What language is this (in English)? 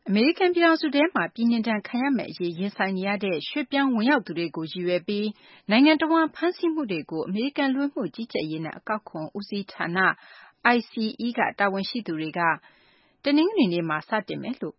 Burmese